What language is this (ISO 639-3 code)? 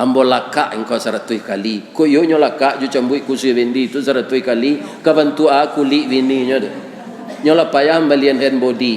min